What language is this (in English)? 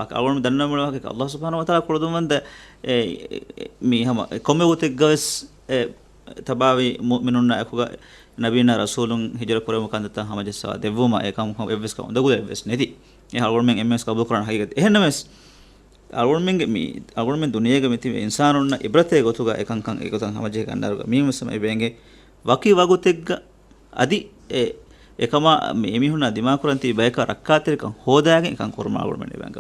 Divehi